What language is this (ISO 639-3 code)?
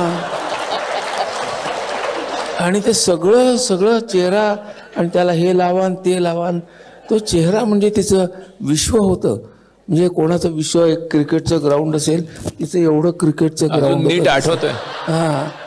mar